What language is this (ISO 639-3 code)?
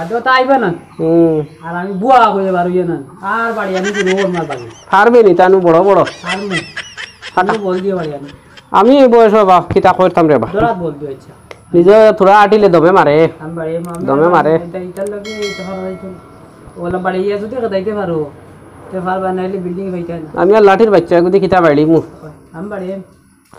syl